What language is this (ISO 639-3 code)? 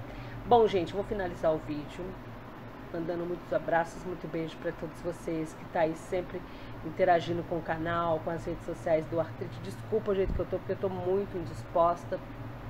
por